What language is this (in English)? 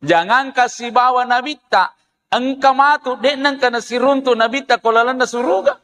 Buginese